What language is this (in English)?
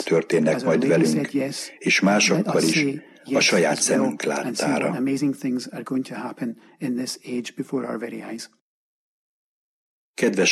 Hungarian